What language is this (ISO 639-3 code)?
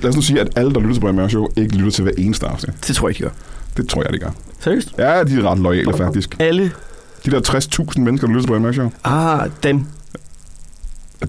dan